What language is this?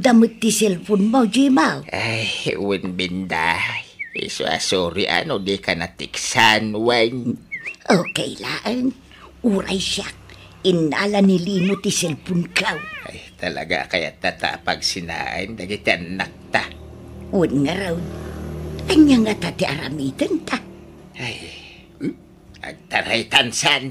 Iloko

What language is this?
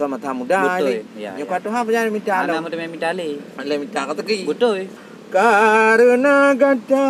Achinese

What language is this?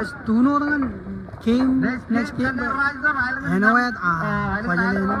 Marshallese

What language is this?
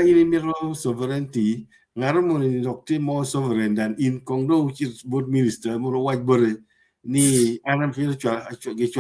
Acoli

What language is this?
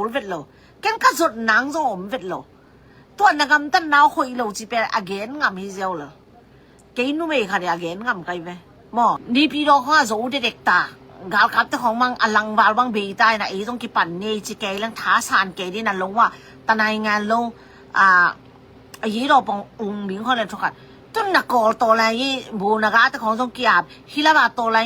Tedim Chin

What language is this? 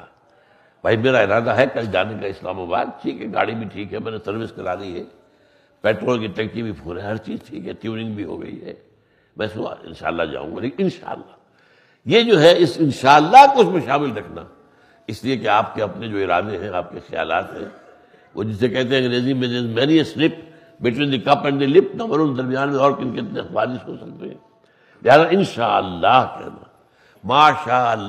Urdu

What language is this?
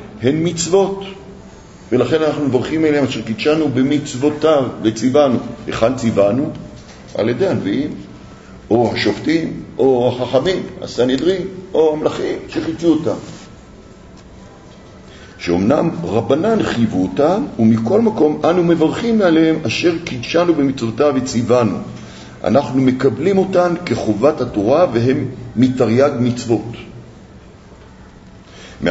Hebrew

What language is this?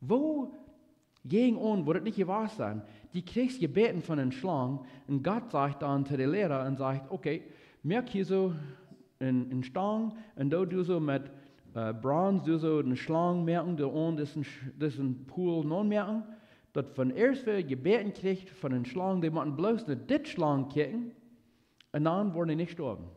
Plautdietsch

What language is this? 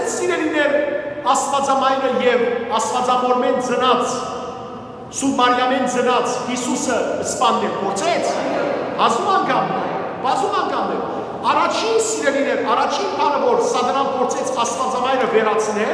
Western Armenian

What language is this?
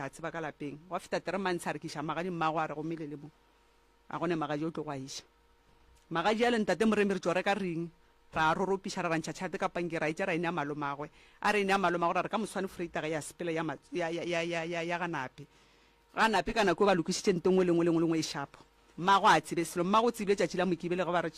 Northern Sotho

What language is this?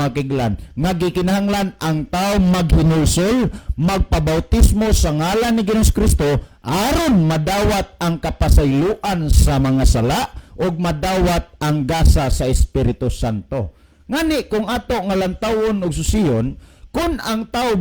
Cebuano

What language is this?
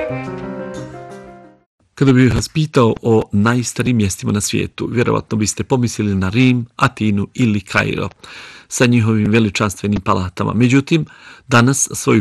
Bosnian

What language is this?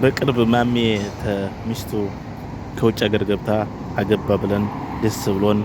Amharic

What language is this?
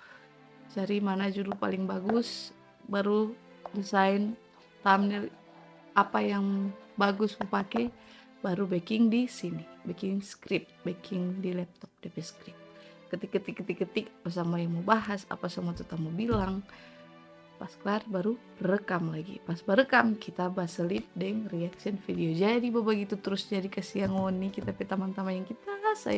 Manado Malay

